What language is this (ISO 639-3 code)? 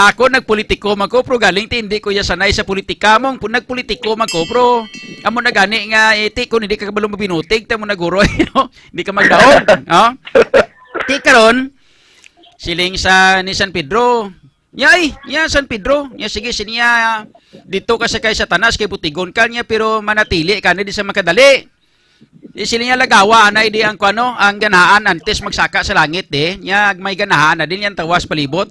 hil